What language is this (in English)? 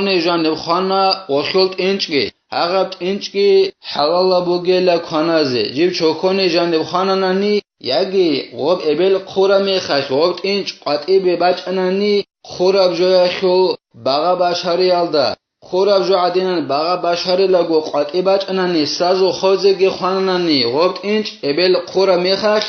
Avaric